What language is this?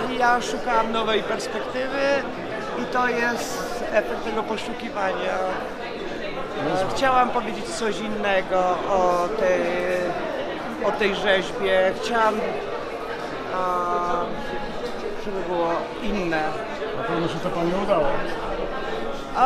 Polish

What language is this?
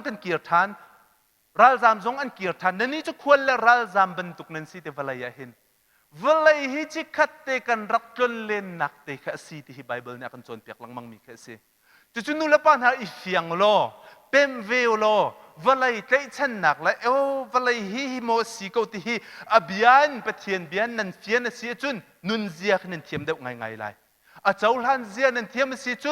Hakha Chin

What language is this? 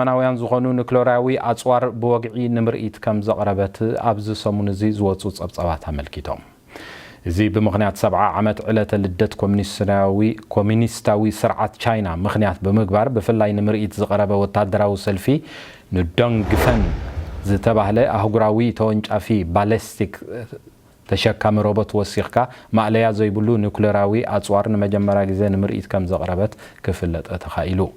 Tigrinya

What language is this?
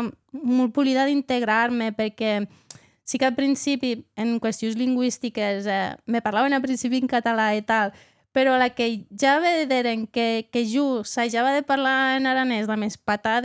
Occitan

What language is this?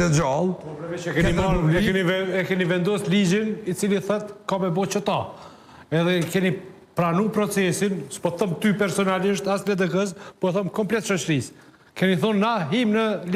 Albanian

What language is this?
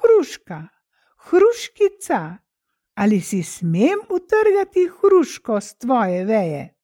Slovenian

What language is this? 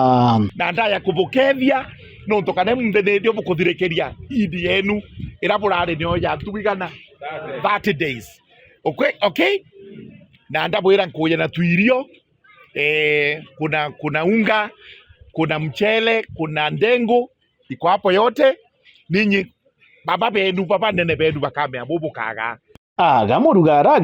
Meru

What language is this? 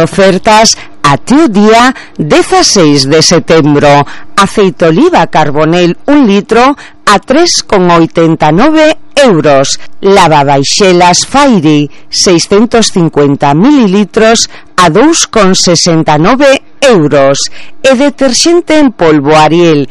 Galician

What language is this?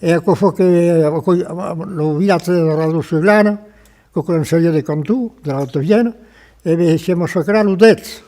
Occitan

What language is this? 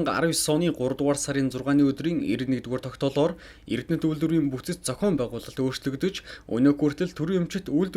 Mongolian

